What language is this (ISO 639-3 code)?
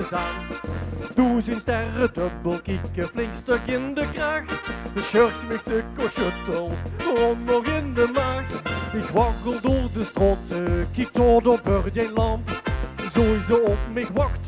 lim